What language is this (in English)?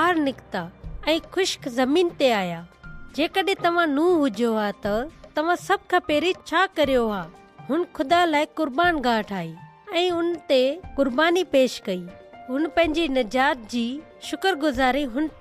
Sindhi